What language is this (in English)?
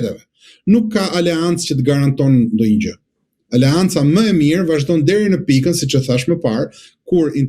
Albanian